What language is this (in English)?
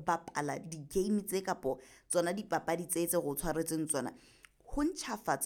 Southern Sotho